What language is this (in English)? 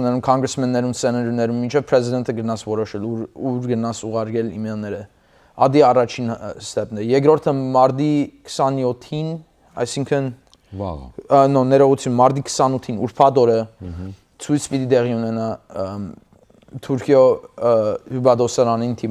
Western Armenian